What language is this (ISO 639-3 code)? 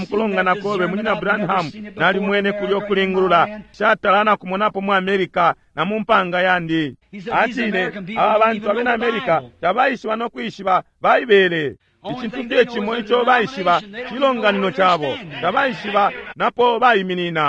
bem